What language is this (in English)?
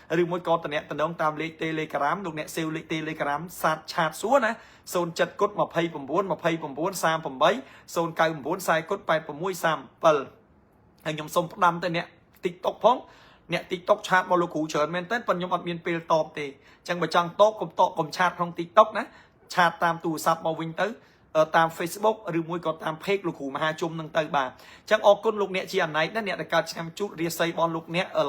Khmer